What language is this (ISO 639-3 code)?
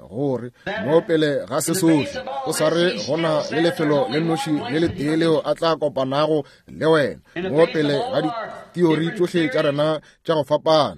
nso